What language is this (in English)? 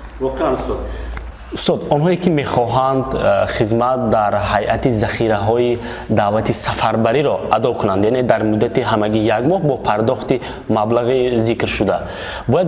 Tajik